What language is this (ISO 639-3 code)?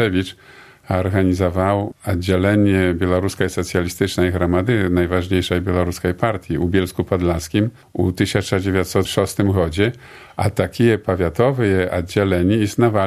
bel